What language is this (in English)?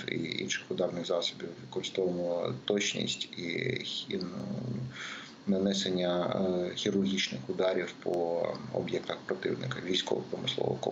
Ukrainian